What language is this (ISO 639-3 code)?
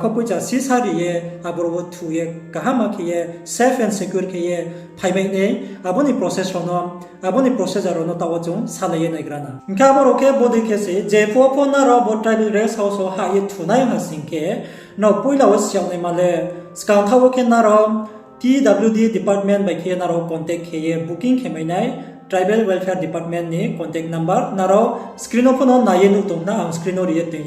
ria